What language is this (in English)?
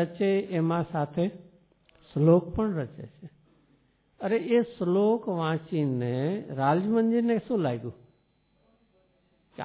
Gujarati